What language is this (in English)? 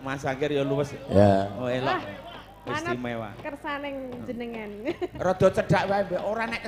Javanese